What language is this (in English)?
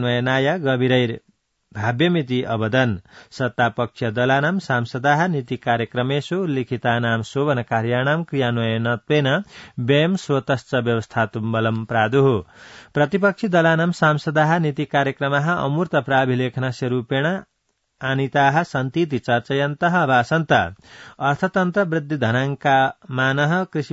Sanskrit